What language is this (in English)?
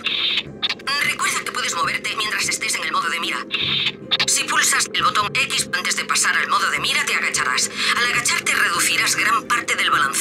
Spanish